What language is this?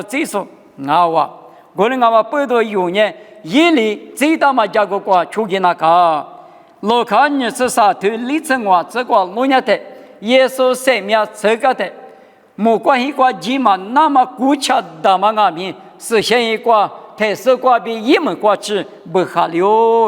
Lisu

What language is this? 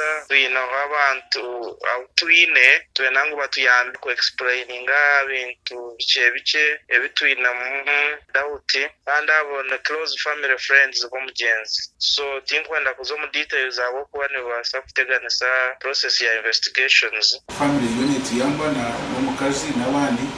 Nyankole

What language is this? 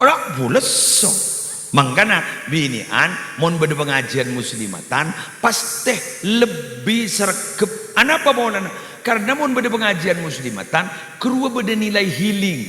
Madurese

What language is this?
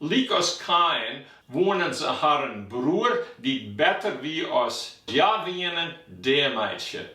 Western Frisian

